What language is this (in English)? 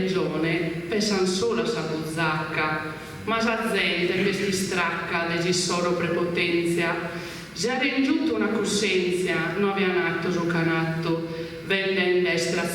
Sardinian